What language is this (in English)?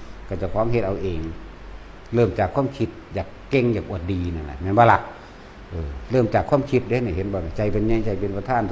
Lao